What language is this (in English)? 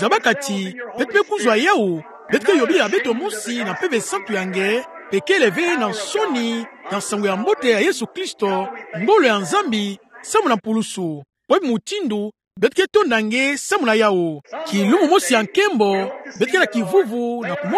Kituba (Democratic Republic of Congo)